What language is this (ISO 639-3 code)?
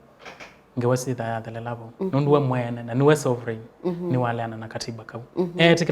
kam